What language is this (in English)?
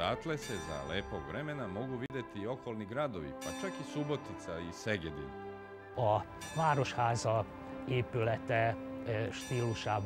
Serbian